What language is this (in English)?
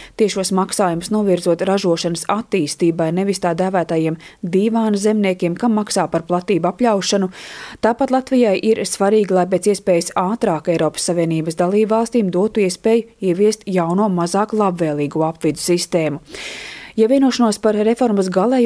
Latvian